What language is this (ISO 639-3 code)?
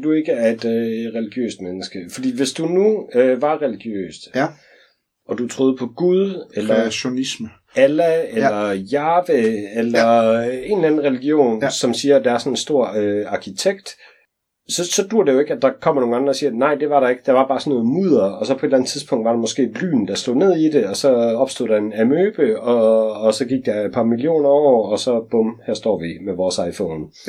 dan